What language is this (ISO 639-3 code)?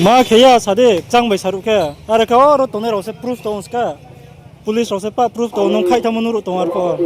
ria